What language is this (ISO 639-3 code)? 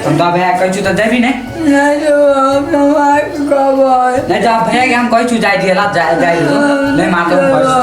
mai